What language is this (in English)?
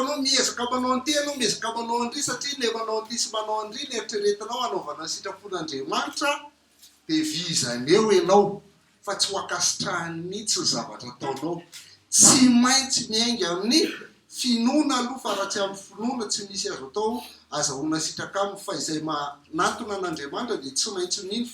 Malagasy